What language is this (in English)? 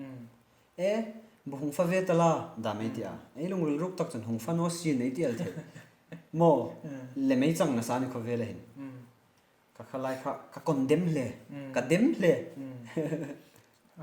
Hmar